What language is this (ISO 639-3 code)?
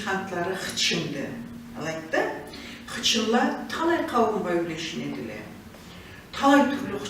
krc